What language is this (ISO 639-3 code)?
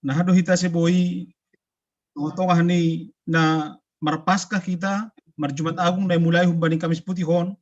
bts